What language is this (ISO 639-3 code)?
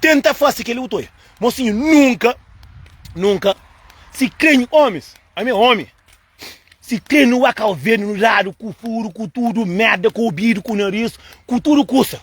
kea